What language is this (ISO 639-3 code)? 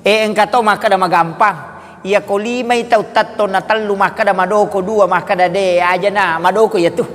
bug